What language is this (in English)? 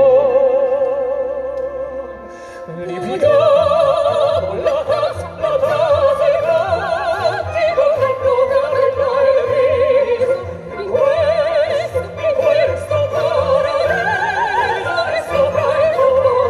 Romanian